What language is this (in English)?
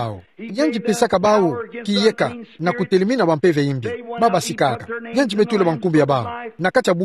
Kituba (Democratic Republic of Congo)